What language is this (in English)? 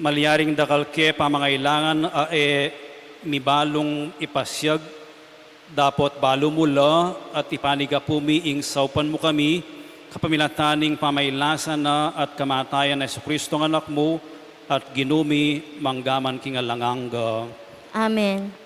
Pampanga